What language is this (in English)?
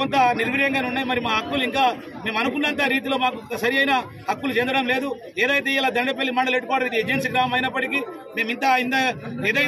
Telugu